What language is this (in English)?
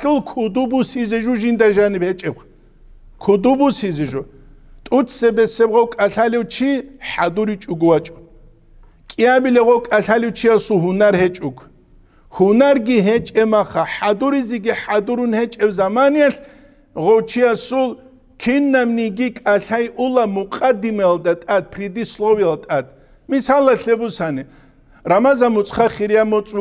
Avaric